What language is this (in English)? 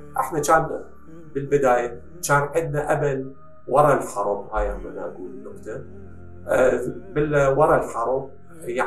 Mesopotamian Arabic